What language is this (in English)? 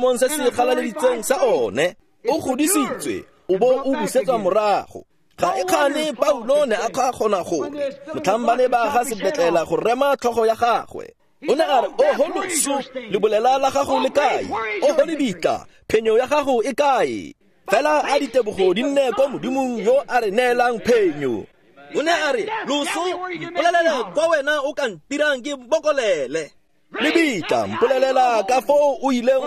Tswana